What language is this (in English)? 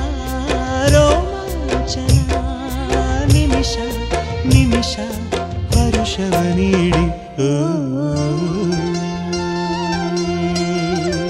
Kannada